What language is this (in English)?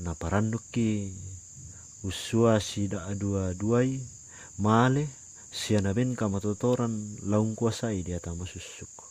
Toraja-Sa'dan